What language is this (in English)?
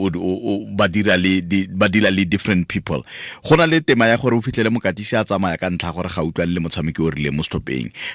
Tswana